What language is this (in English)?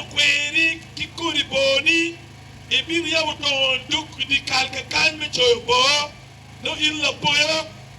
Acoli